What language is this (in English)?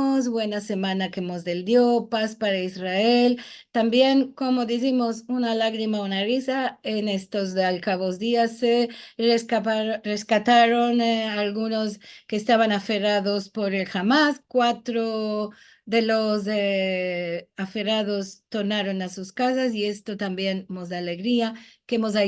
Ladino